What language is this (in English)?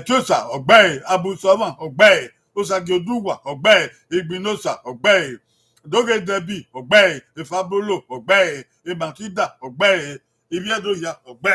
Bini